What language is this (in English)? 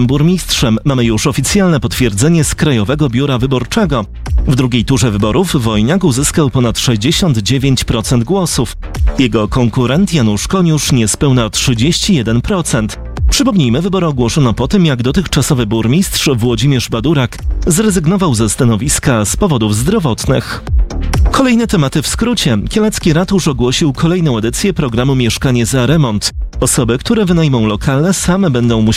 Polish